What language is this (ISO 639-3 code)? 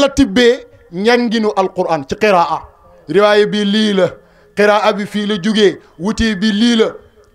wol